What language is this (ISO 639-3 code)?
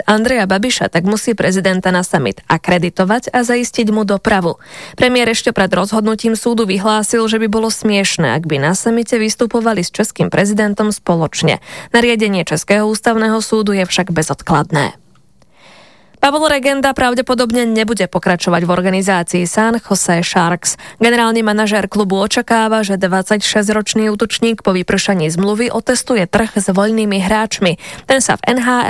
slk